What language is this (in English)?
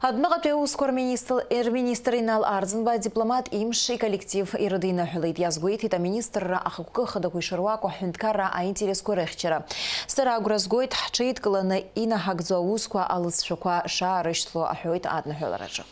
Abkhazian